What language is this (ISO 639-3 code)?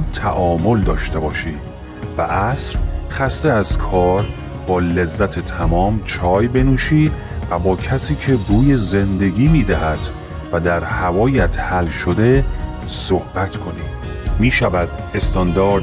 fas